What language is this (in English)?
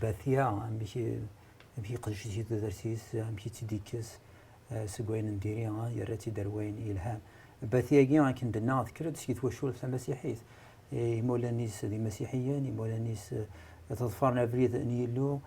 Kabyle